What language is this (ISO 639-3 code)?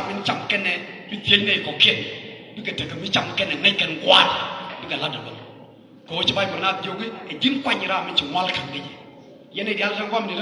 nus